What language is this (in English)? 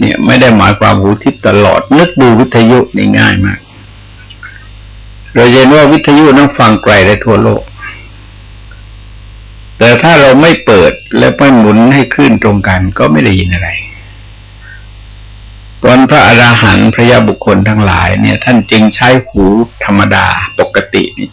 Thai